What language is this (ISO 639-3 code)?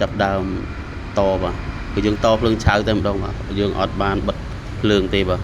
khm